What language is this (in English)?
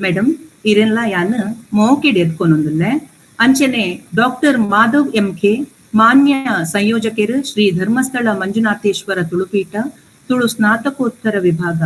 Tulu